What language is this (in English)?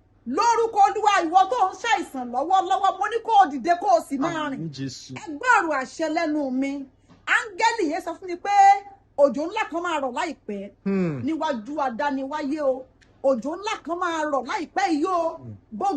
Yoruba